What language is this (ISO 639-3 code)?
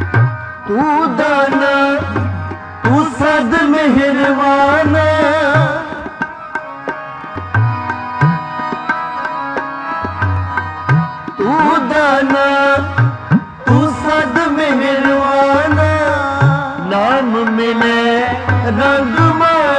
pan